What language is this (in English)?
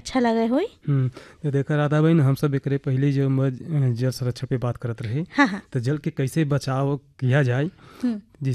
Bhojpuri